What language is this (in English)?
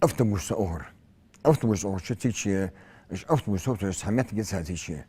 Ingush